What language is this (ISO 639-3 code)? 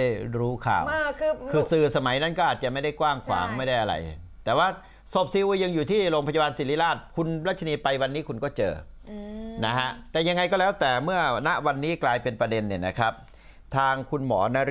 tha